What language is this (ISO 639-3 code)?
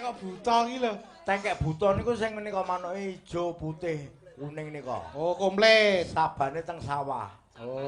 jav